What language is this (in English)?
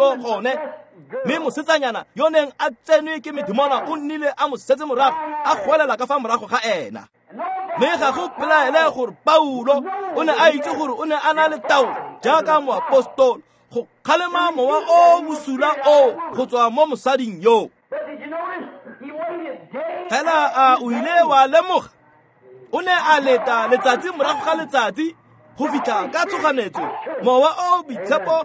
Tswana